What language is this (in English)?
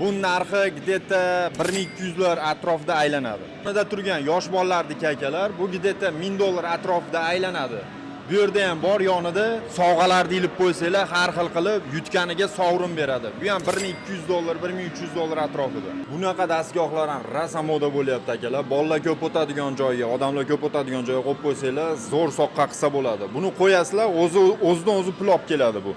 Uzbek